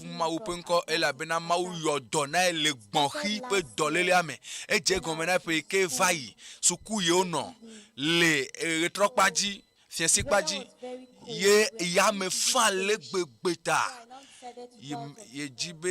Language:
Ewe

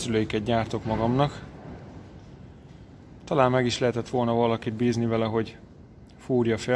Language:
Hungarian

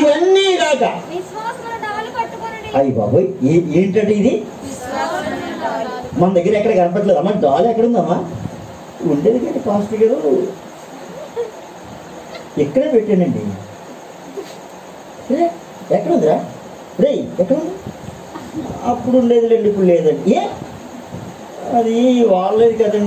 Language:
Telugu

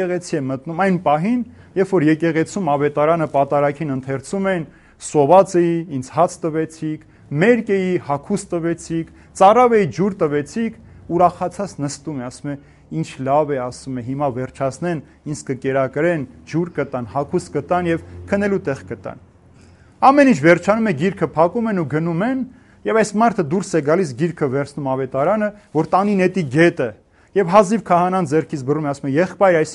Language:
Armenian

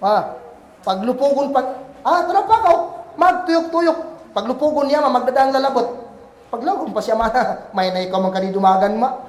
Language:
Kagan Kalagan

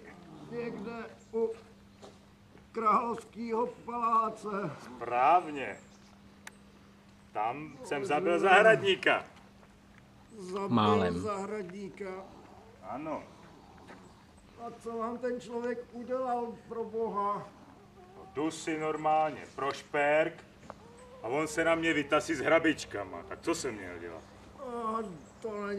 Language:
Czech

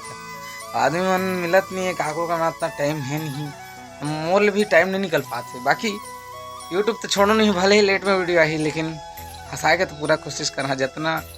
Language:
Chhattisgarhi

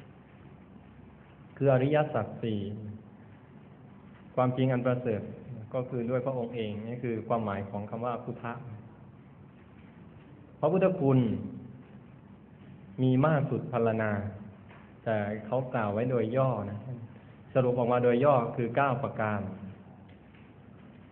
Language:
Thai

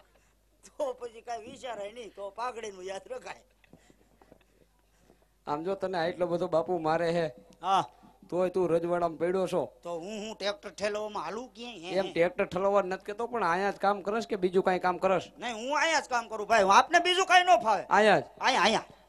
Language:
Gujarati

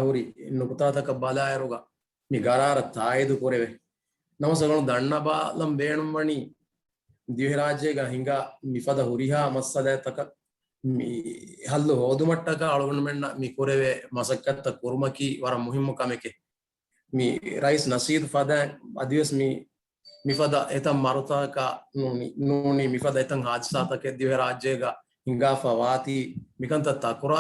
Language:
Divehi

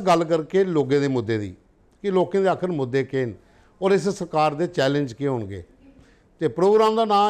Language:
Dogri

